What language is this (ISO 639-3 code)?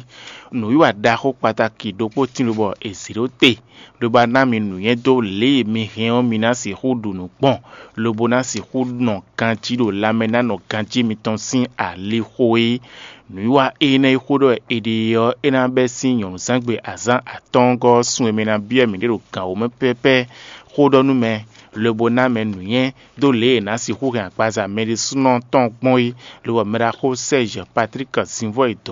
fon